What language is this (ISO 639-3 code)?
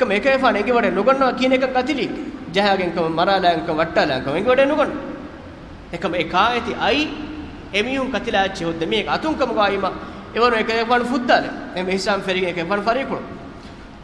div